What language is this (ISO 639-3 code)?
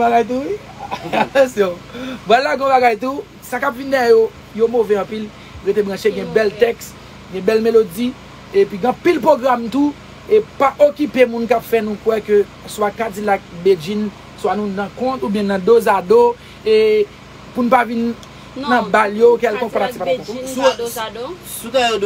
hat